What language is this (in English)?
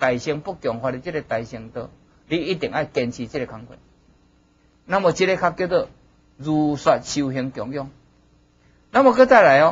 Chinese